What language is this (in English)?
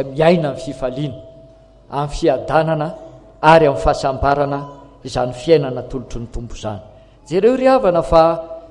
Malagasy